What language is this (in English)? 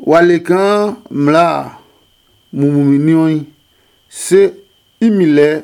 Adangme